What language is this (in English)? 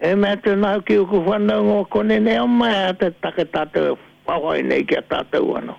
Māori